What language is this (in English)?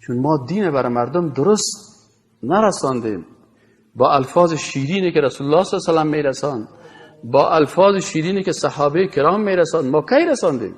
Persian